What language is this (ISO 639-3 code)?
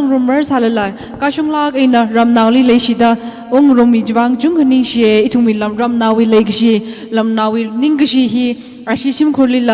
nmf